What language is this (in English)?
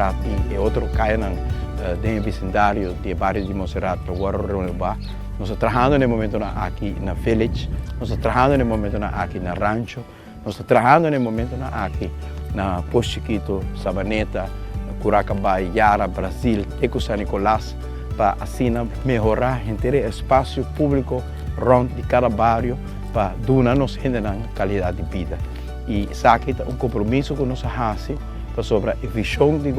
Papiamento